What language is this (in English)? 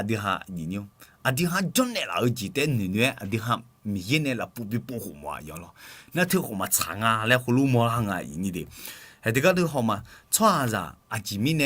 Akha